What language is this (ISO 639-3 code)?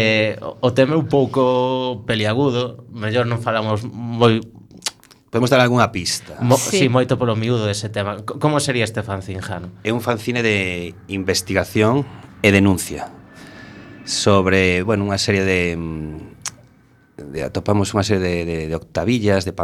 glg